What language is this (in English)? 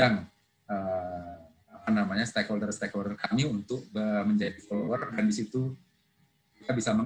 Indonesian